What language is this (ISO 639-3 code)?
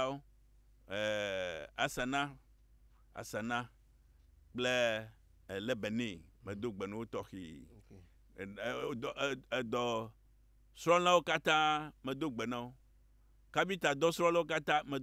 ewe